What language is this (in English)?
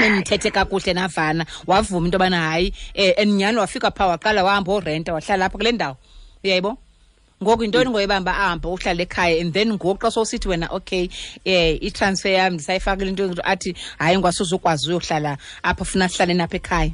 Xhosa